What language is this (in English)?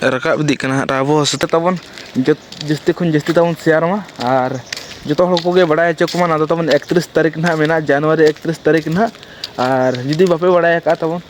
Santali